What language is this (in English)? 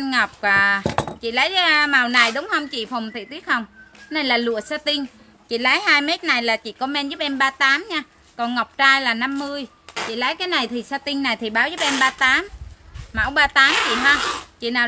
Vietnamese